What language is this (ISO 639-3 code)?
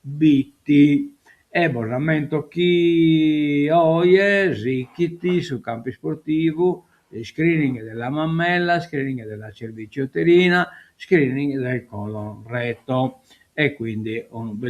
srd